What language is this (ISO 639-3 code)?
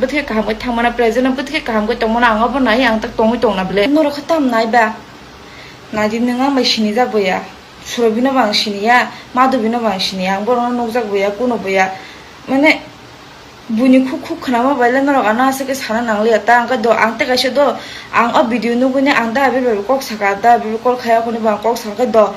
trp